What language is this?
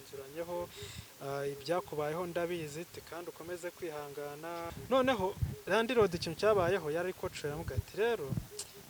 Kinyarwanda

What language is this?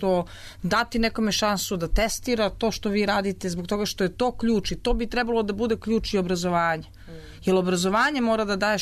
Serbian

